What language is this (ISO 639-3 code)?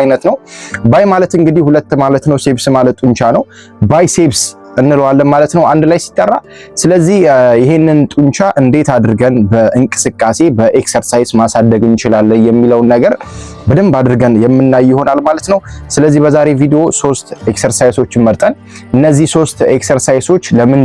amh